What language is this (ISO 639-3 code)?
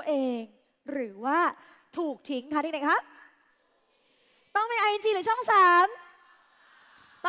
tha